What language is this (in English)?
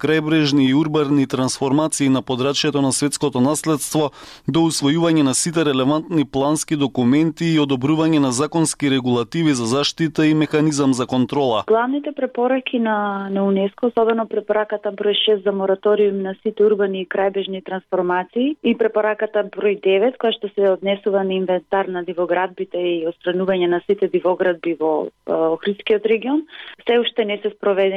Macedonian